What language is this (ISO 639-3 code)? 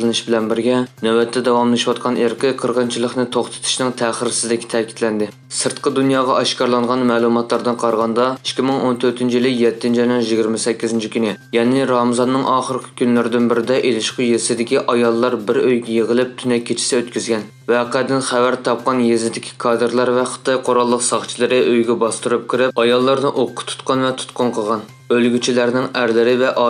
uig